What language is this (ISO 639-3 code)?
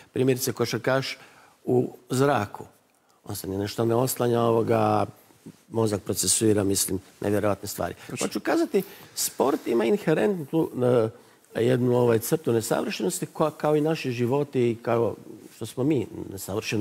hrv